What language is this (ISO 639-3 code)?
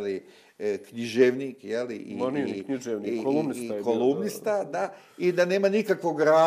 bos